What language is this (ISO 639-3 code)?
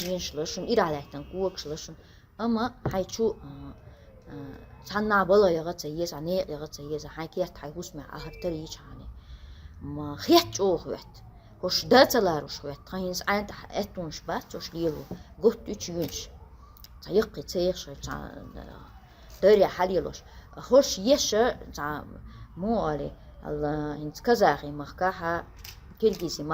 che